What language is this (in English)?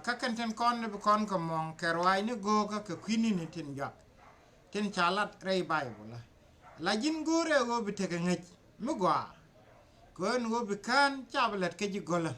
Nuer